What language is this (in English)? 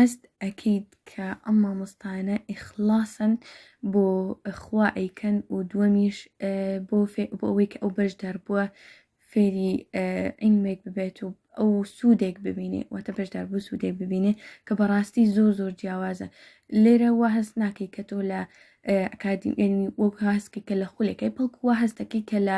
Central Kurdish